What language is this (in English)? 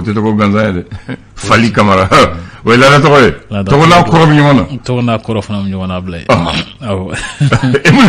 Bambara